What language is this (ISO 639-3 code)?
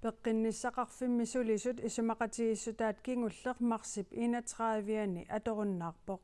kal